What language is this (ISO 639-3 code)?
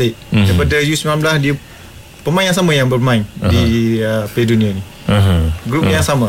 msa